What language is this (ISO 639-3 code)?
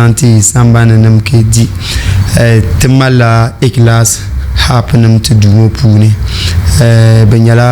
dag